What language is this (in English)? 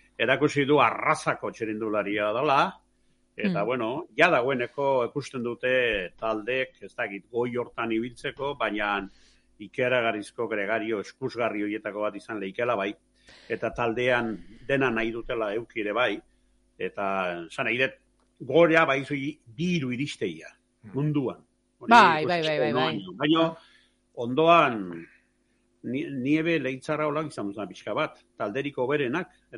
Basque